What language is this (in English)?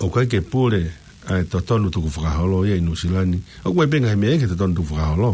Tongan